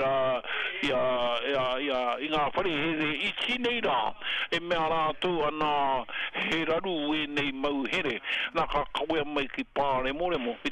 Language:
Māori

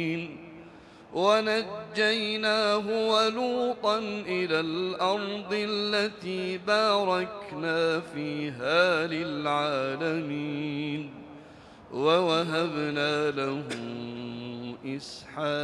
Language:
Arabic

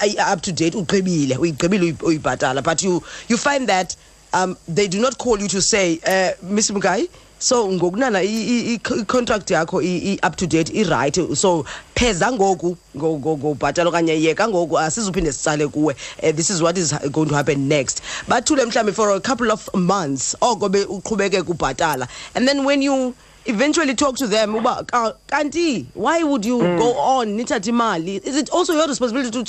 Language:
Xhosa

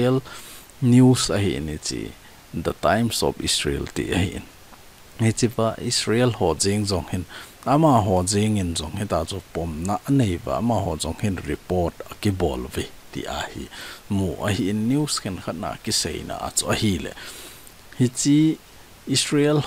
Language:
Thado Chin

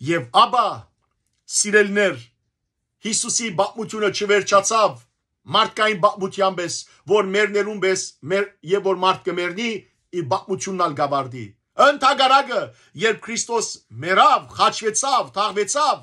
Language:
Western Armenian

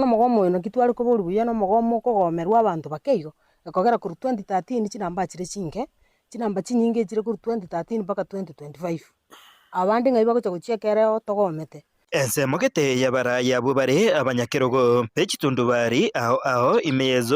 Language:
Gusii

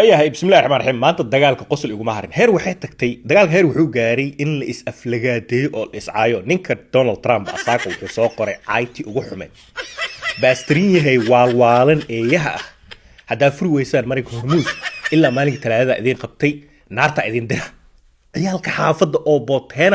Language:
Somali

